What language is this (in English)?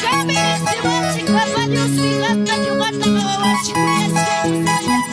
Ayacucho Quechua